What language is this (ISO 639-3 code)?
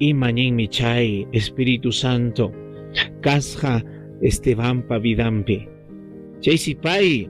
quy